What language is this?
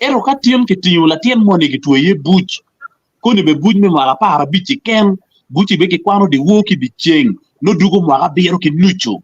Acoli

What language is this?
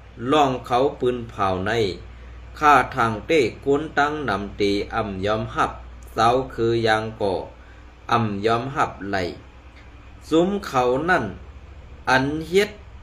Shan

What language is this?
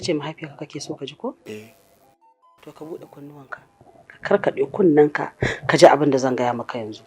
Hausa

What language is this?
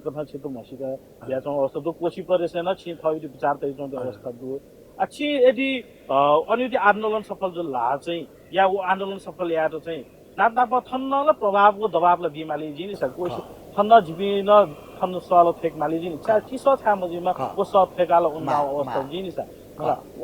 Newari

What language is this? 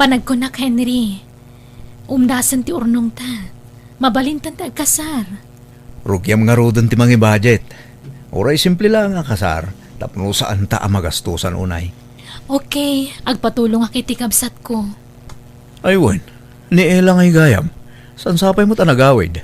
Iloko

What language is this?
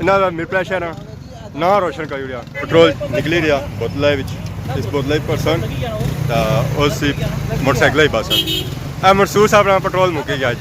Pahari-Potwari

